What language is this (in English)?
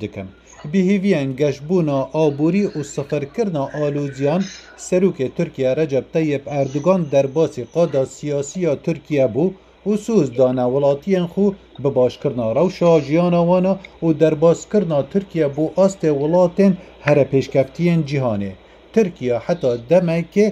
Kurdish